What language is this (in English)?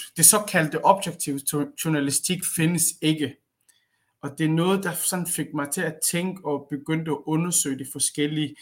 Danish